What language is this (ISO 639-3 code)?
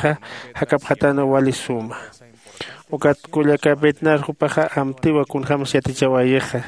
aym